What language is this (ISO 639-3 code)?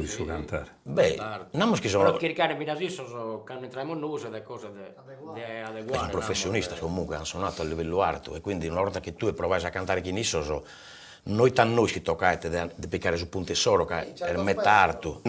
srd